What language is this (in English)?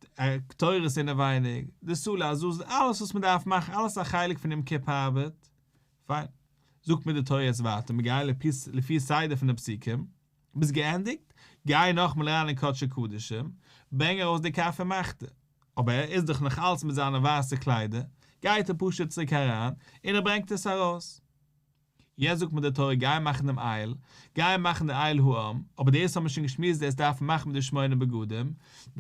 Yiddish